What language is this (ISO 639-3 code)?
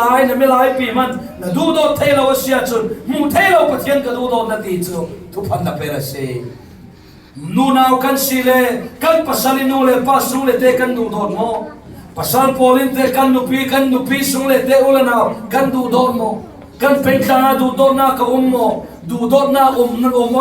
cfm